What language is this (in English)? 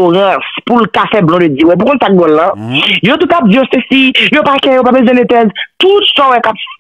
Haitian Creole